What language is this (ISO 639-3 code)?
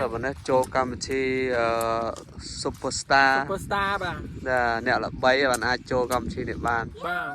khm